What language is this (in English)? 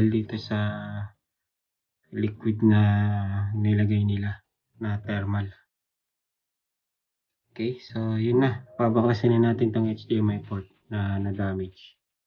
Filipino